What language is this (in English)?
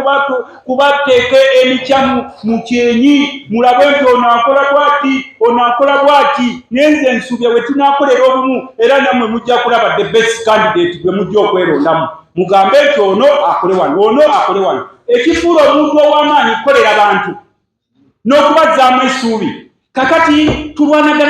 Ganda